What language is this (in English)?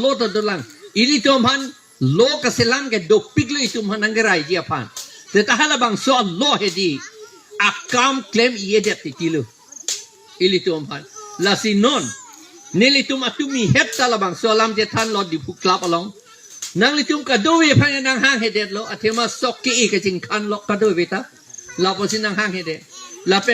Karbi